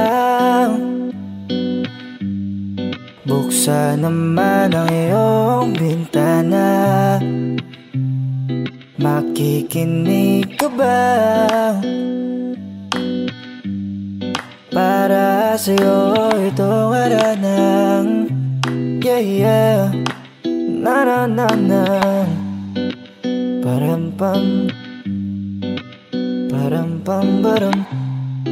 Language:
Filipino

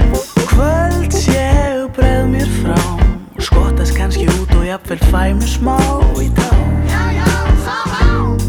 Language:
Icelandic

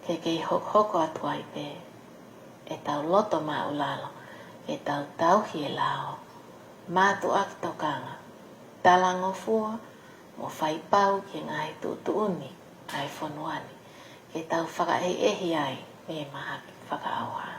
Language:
Tongan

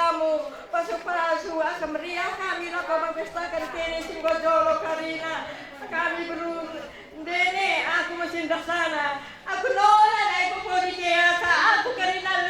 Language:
Batak Karo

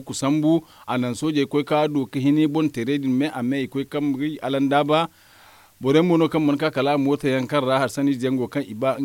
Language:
Zarma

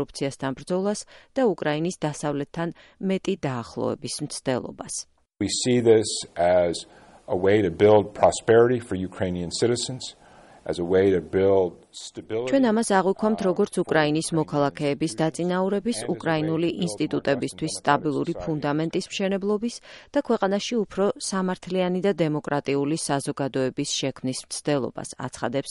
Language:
Georgian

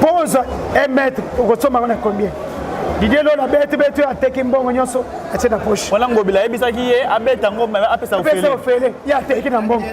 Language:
Lingala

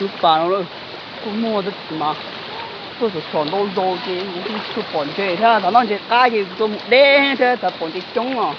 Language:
Hmong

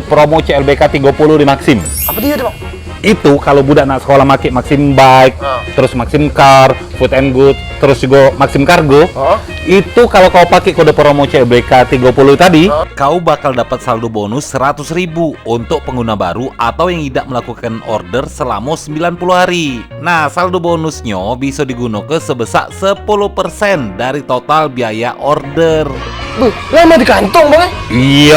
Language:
Musi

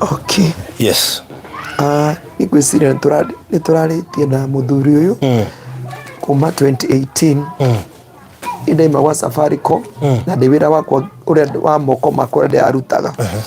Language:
Kikuyu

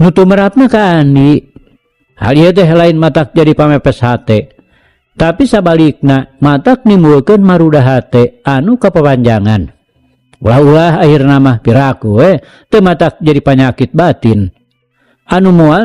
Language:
Sundanese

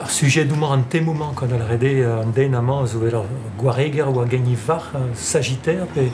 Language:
Breton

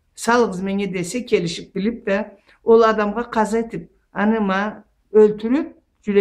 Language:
Karachay-Balkar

